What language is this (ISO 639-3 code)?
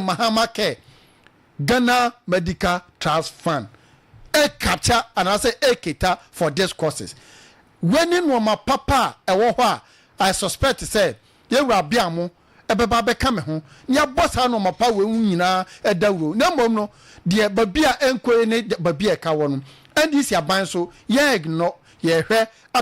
aka